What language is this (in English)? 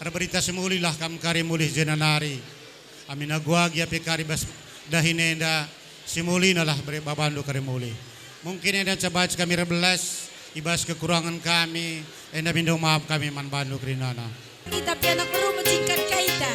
Batak Karo